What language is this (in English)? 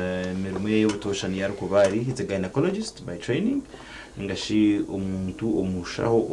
Nyankole